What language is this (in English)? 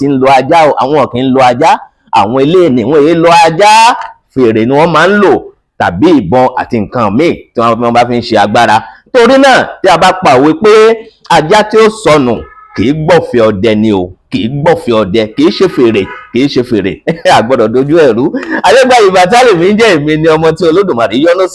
Yoruba